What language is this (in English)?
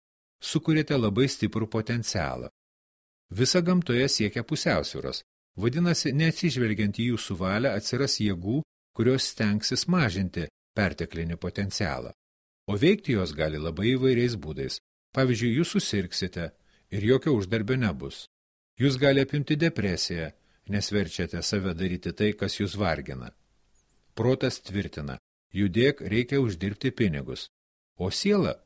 Lithuanian